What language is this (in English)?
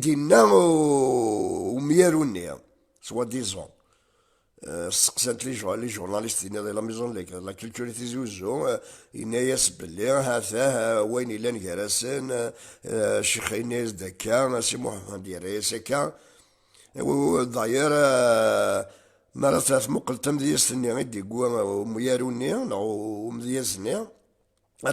Kabyle